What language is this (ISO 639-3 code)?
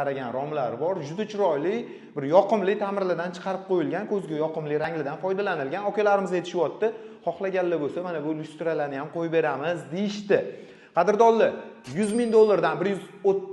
uzb